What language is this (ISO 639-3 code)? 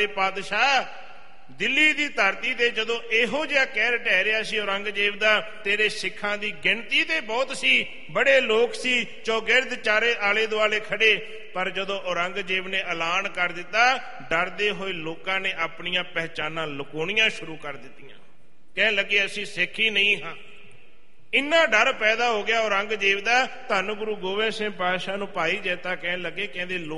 pan